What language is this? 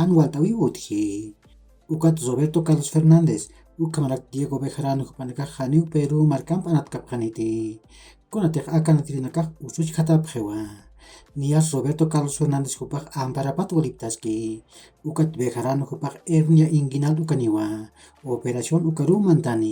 Aymara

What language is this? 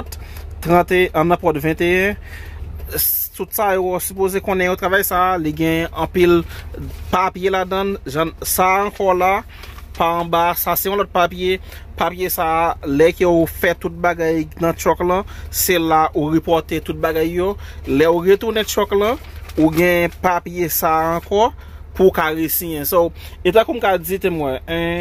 Haitian Creole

